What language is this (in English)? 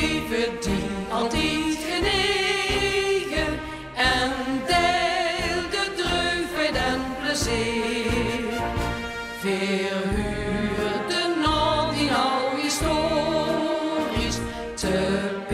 Limburgish